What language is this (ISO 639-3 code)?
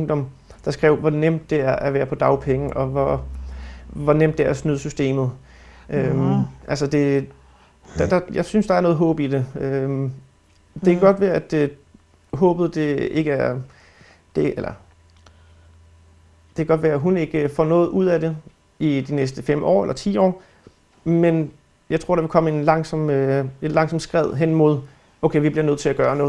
dan